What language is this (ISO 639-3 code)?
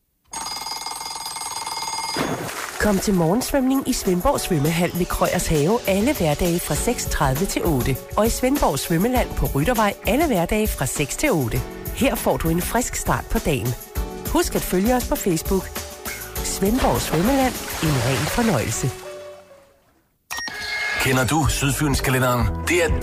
dan